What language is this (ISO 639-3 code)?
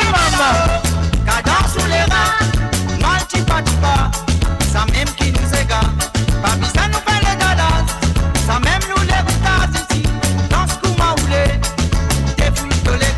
mfe